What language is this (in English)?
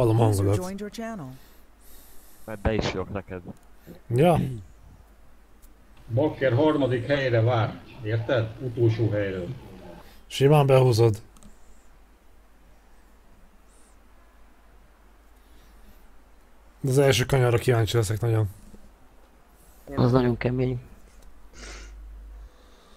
Hungarian